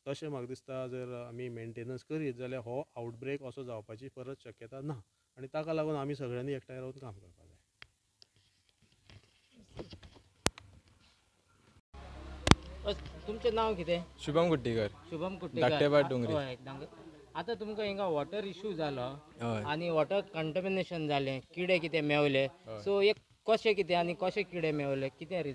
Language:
Konkani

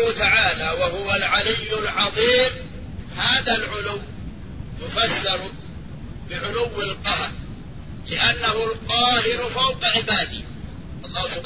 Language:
Arabic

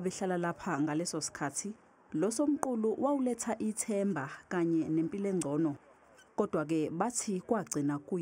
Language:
Zulu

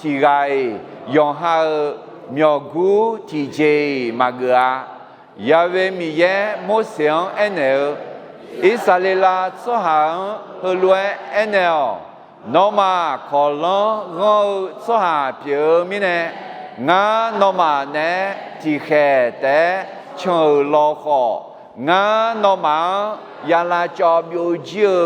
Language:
Akha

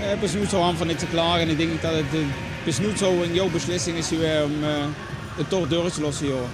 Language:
Limburgish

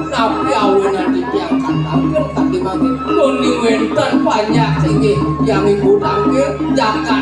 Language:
Balinese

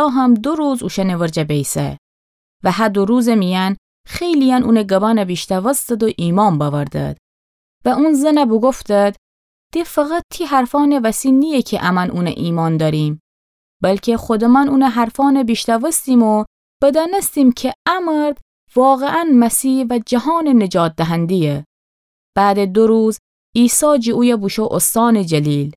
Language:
Gilaki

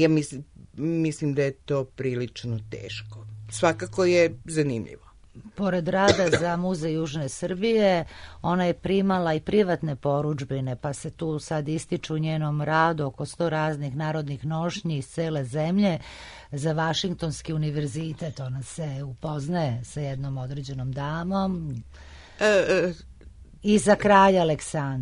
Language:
Serbian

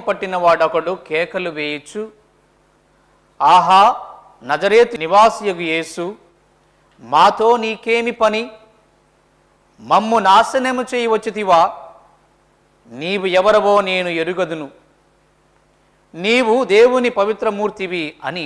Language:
Telugu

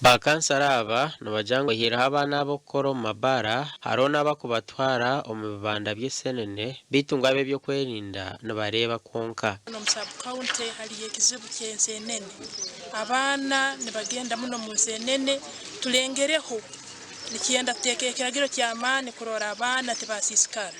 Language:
Nyankole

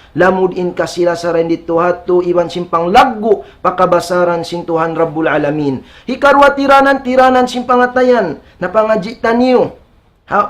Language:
Tausug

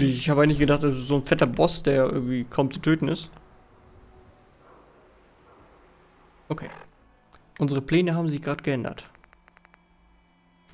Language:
German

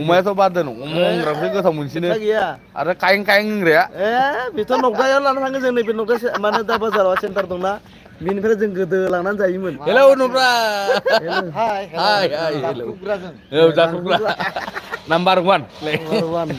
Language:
Bodo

